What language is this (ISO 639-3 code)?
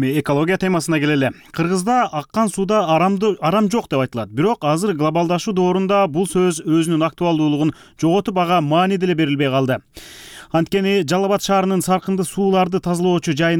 kir